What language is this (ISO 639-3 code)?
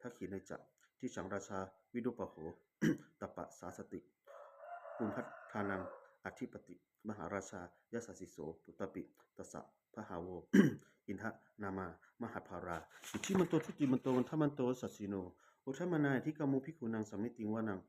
pli